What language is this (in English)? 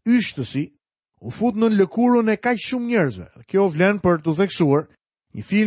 Albanian